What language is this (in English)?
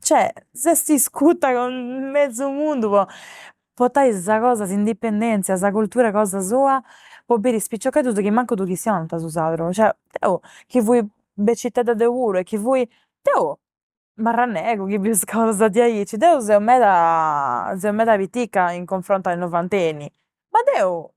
Sardinian